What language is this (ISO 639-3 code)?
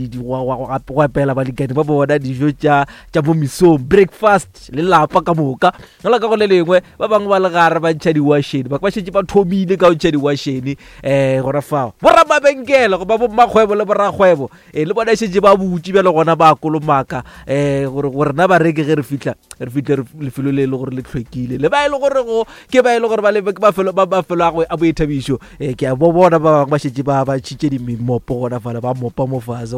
nso